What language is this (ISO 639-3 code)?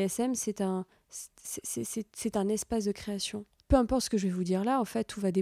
fra